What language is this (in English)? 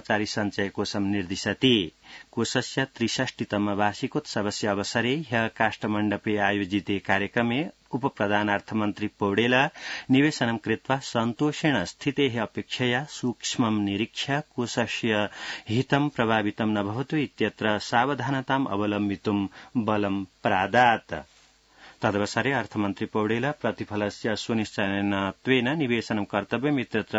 Sanskrit